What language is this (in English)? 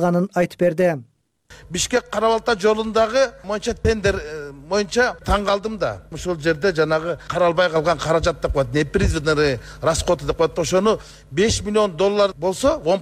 Kyrgyz